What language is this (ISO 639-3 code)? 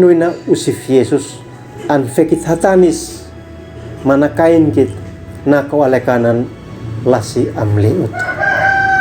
aoz